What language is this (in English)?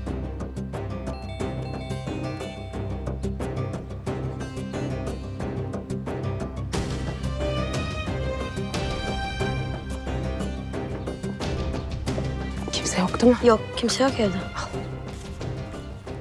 Turkish